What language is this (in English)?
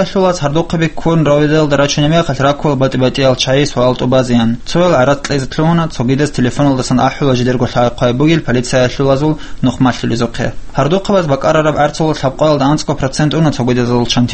Avaric